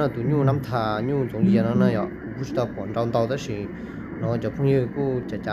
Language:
Hmong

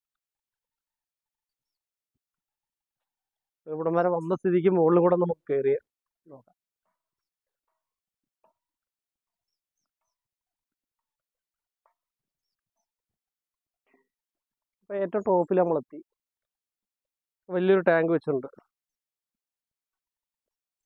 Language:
Malayalam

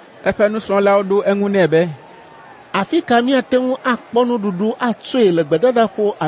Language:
Ewe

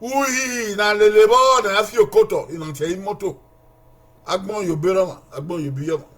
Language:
Bini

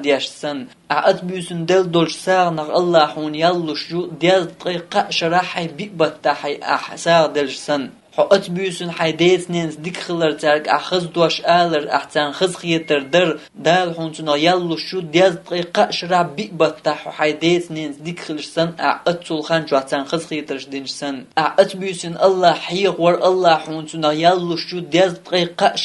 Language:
Chechen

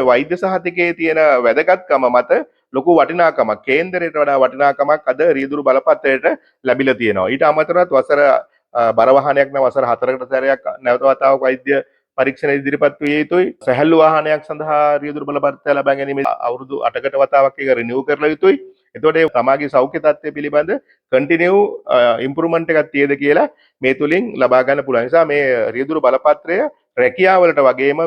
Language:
Sinhala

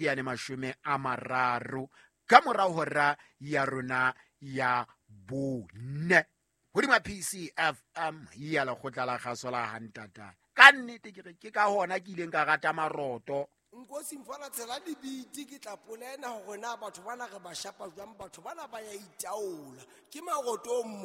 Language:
Southern Sotho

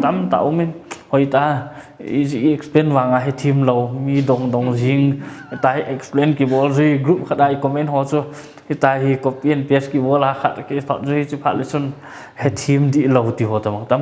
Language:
Paite Chin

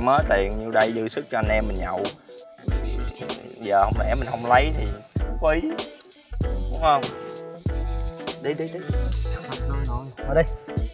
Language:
Vietnamese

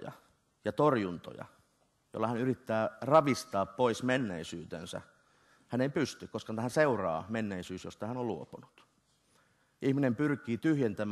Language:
Finnish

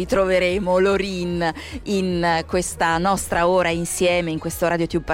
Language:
Italian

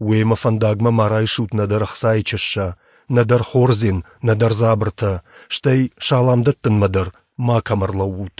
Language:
Ossetic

